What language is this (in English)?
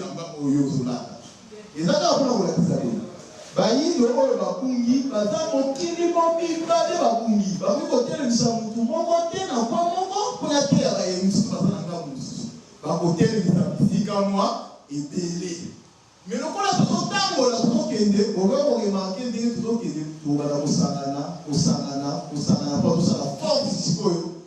Lingala